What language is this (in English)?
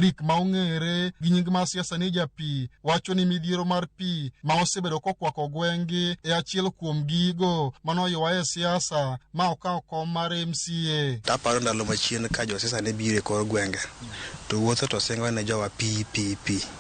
Luo (Kenya and Tanzania)